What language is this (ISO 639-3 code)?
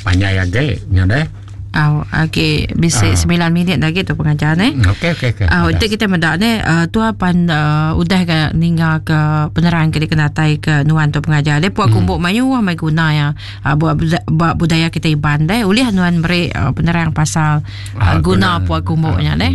iba